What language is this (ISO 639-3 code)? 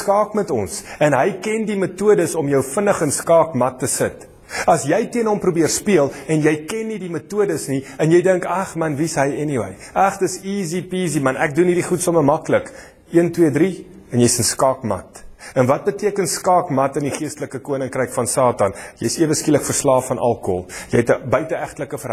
afr